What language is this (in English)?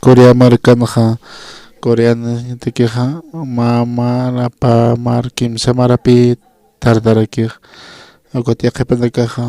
Aymara